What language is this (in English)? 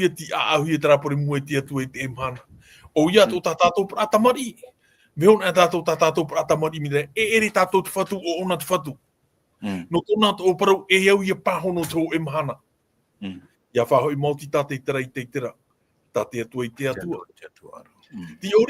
Tahitian